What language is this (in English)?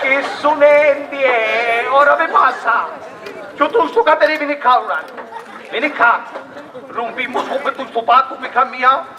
Sicilian